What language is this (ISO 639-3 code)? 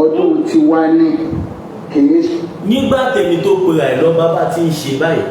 yor